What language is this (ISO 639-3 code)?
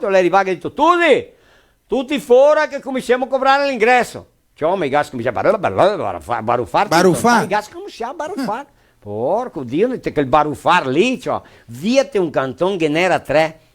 vec